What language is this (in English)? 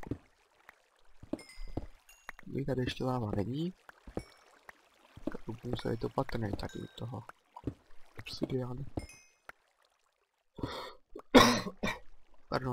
Czech